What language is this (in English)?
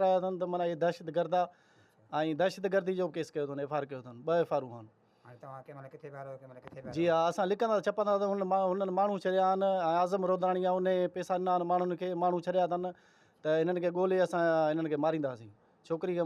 Sindhi